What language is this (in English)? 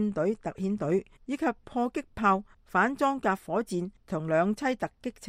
Cantonese